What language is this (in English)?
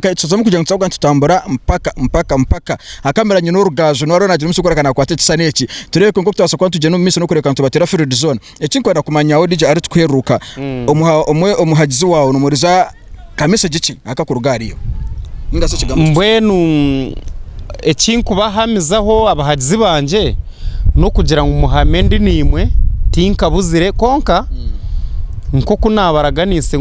Nyankole